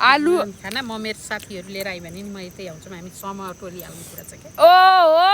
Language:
Nepali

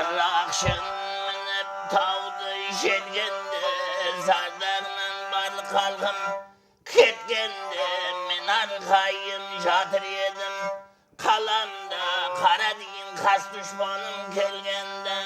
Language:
Kara-Kalpak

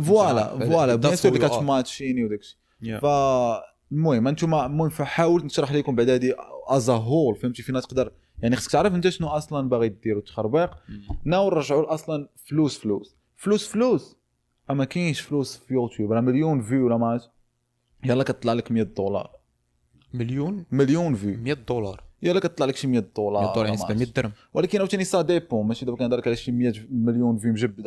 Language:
Moroccan Arabic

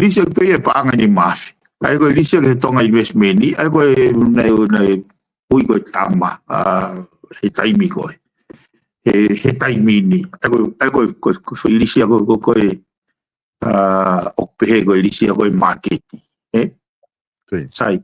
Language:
Tongan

